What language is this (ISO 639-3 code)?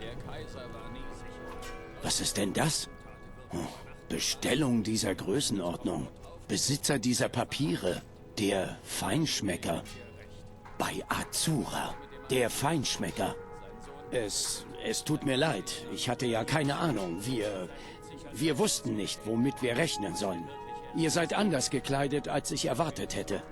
bar